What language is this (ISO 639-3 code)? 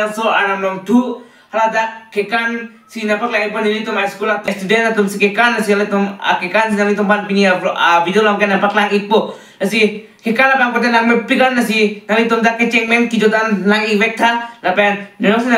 mjw